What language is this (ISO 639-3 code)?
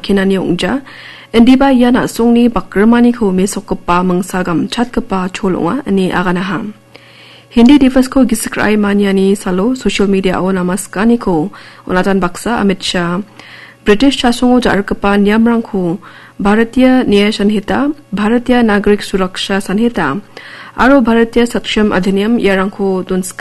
grt